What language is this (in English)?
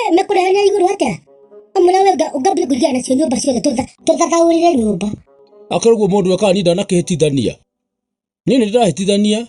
Kikuyu